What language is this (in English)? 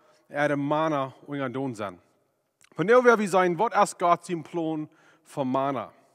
Plautdietsch